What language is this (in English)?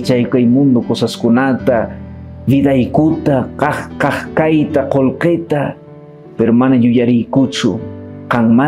Quechua